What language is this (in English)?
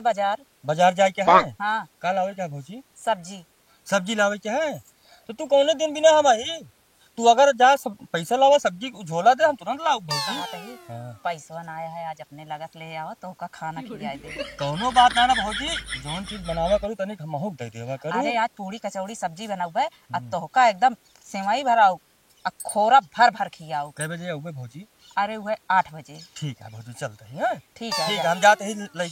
Awadhi